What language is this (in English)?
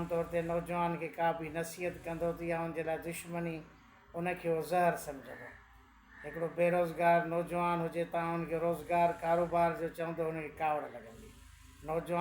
Sindhi